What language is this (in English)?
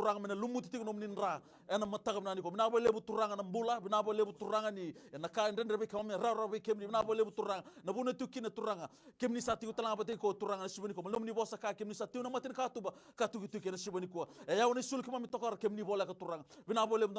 Fijian